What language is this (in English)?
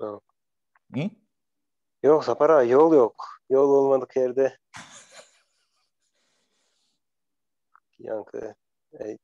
Turkmen